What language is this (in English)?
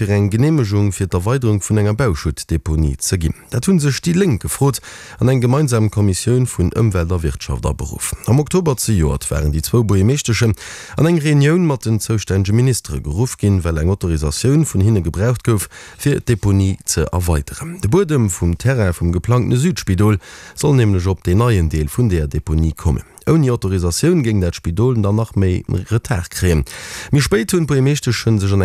Luxembourgish